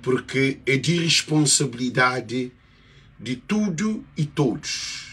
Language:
Kabuverdianu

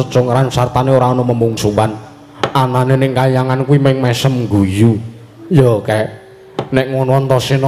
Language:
Javanese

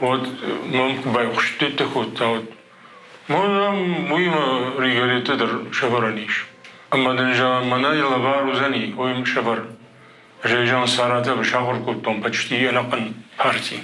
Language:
Ossetic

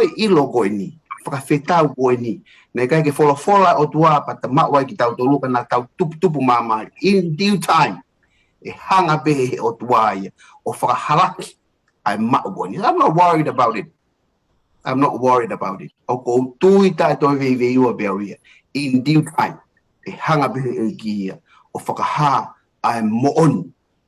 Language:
Tongan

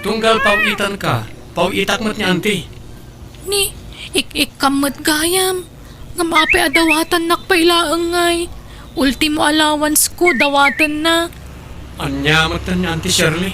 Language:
Iloko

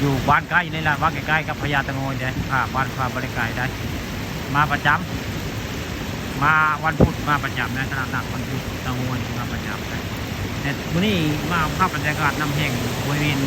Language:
Northeastern Thai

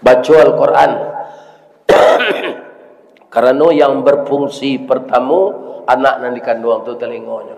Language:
Minangkabau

